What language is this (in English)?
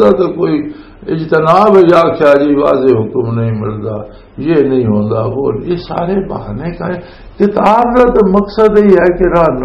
Western Panjabi